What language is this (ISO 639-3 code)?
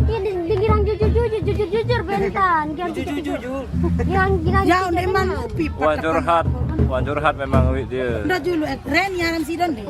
sas